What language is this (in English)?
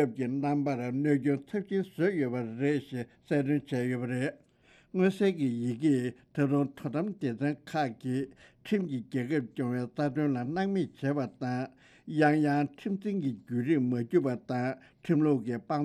Tibetan